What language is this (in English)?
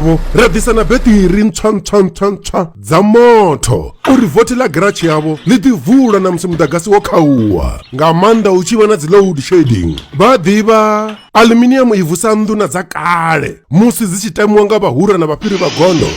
Venda